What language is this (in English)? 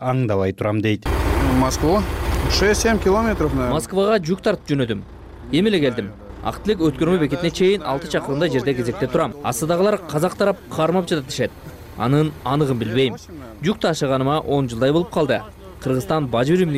Kyrgyz